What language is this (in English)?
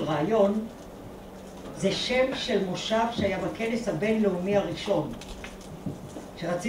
Hebrew